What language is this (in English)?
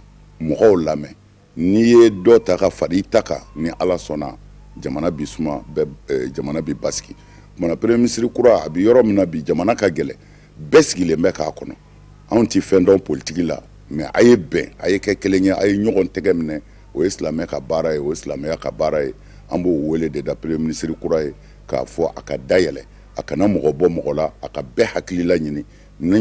Bambara